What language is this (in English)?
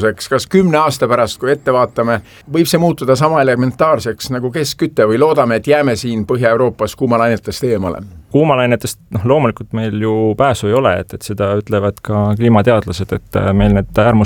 Estonian